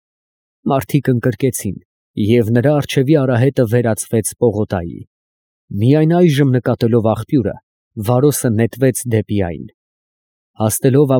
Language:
Armenian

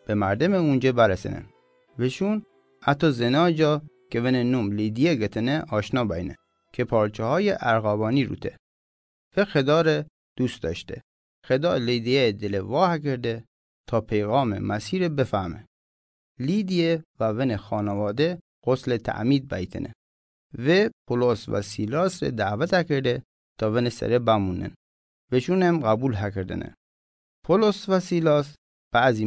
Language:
Mazanderani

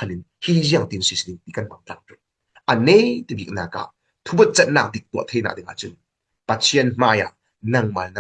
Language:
Falam Chin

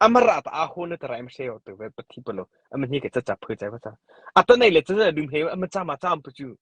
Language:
Mara Chin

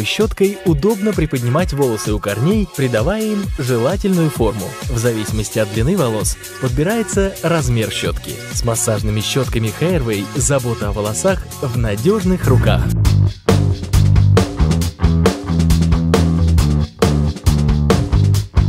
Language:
Russian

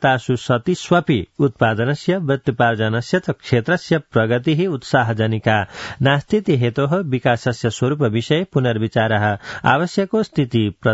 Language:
Sanskrit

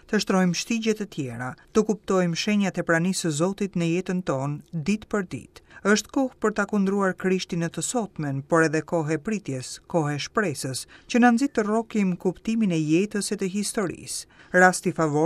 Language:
Albanian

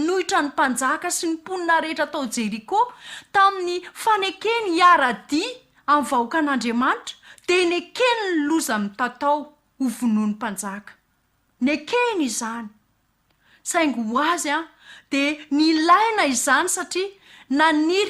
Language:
Malagasy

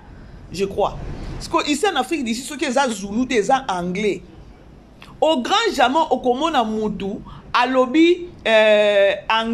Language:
Lingala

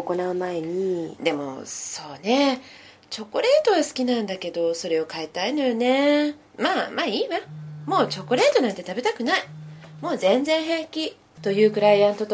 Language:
Japanese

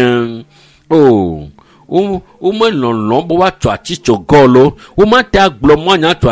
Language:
Ewe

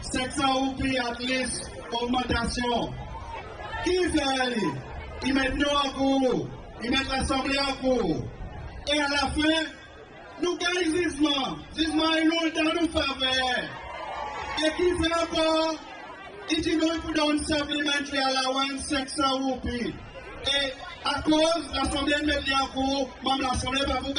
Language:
Seselwa Creole French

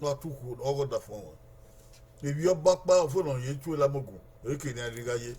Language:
Bini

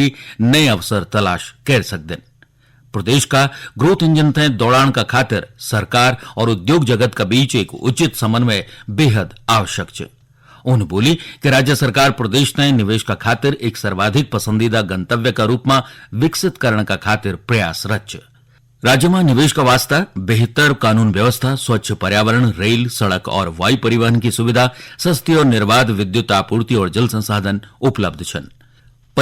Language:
Garhwali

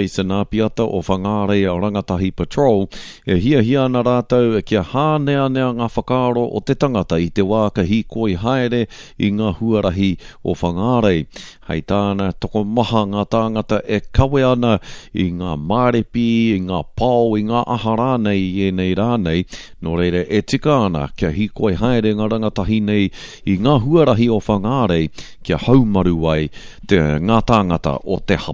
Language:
Māori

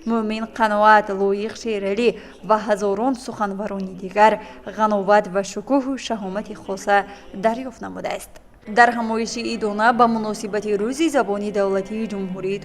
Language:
Tajik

